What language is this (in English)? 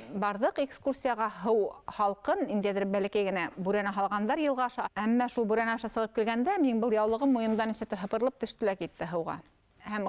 Bashkir